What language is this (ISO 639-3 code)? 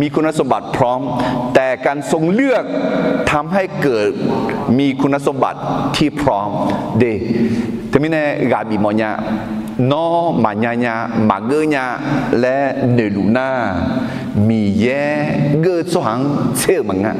ahk